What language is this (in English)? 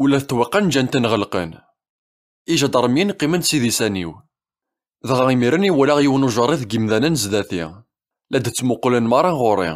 Kabyle